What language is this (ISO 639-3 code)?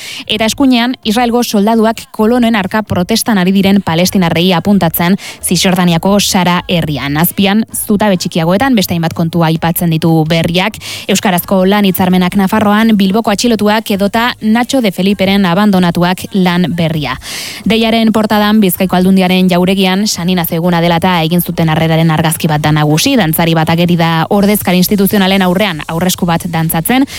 eus